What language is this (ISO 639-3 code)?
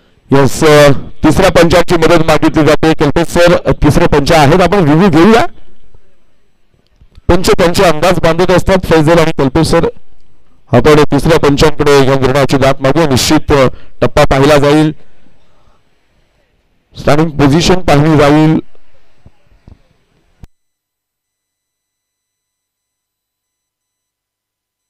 mar